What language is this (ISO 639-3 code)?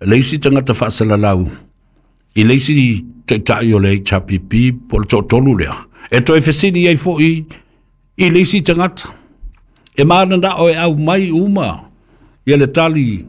smo